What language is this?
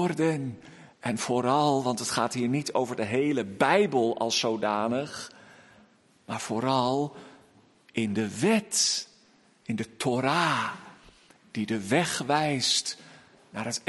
Dutch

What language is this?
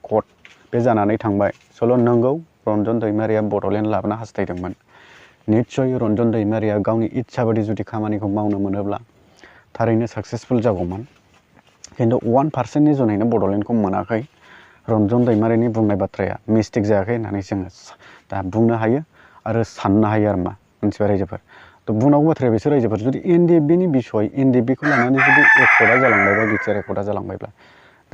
Bodo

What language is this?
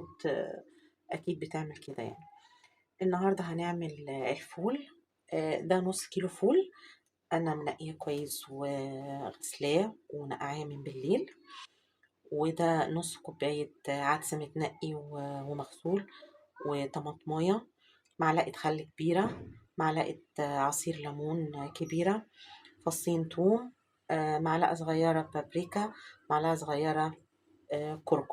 Egyptian Arabic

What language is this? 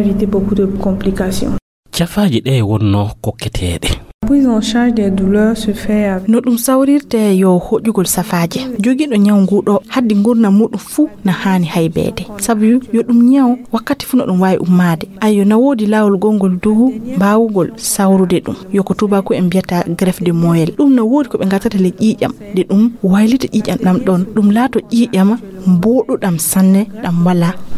Fula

